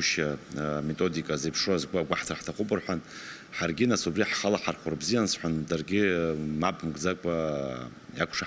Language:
Abkhazian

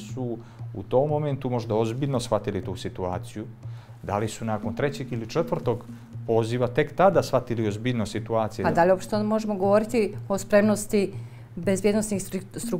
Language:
Bosnian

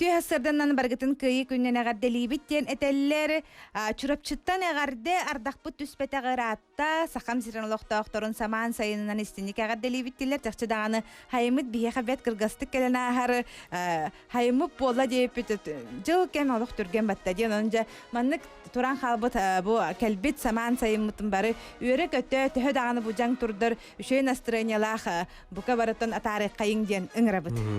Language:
Yakut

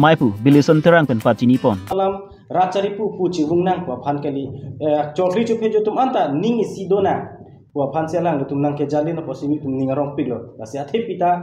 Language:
Karbi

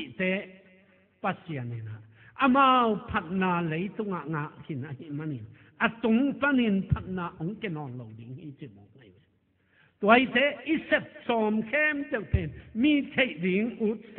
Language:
Tedim Chin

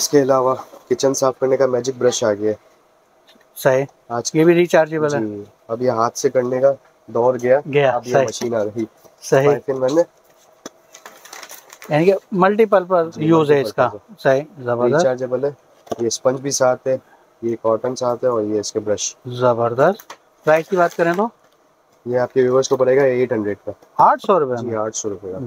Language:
Hindi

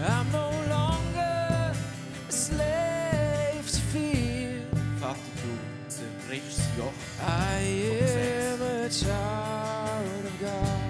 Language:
Swiss German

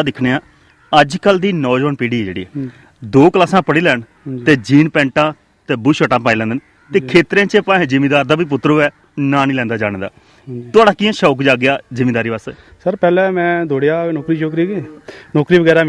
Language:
Dogri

